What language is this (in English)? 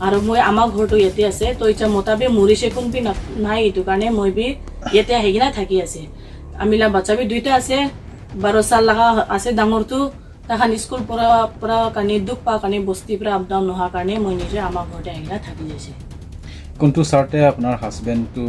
Naga Pidgin